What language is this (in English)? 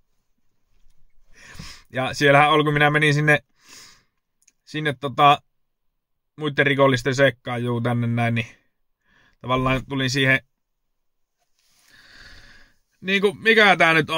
Finnish